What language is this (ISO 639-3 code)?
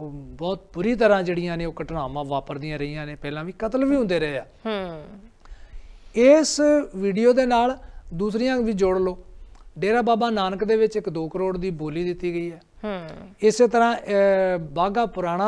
pan